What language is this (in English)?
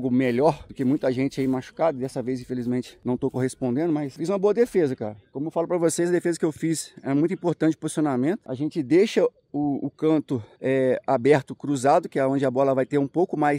Portuguese